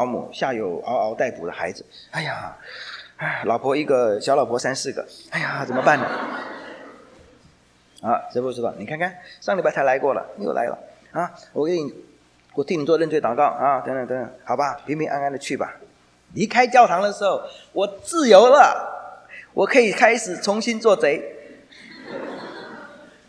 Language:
Chinese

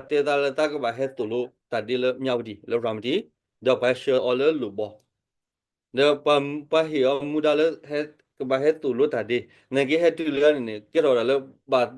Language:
S'gaw Karen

